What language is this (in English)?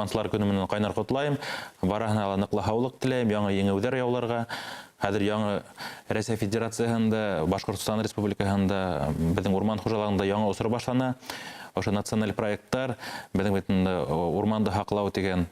Bashkir